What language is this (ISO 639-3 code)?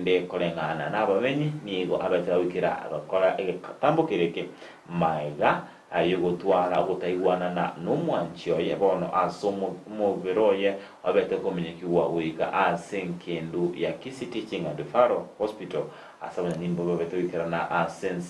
guz